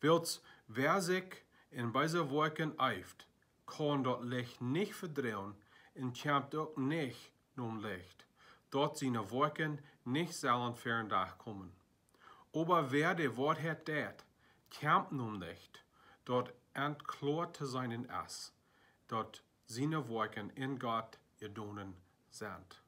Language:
Plautdietsch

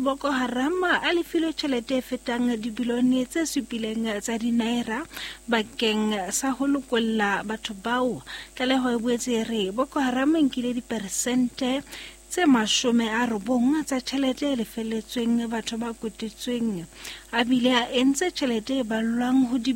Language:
Southern Sotho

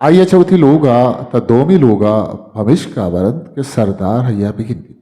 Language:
Eastern Balochi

